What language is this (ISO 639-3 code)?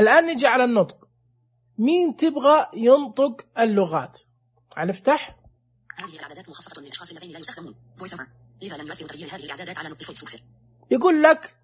ars